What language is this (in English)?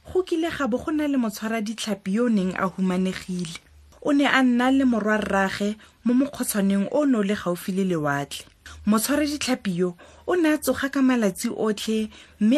Tswana